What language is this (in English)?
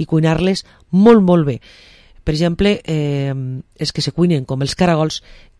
Catalan